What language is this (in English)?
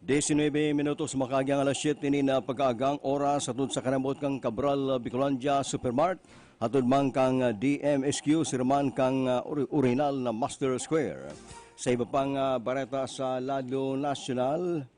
Bikol